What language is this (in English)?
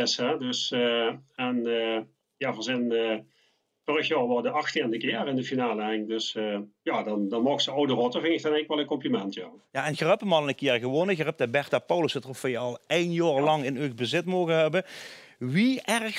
Limburgish